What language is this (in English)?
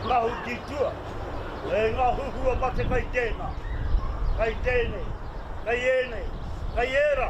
Māori